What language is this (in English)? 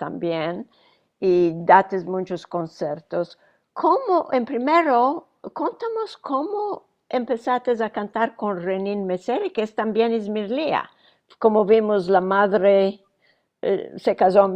Ladino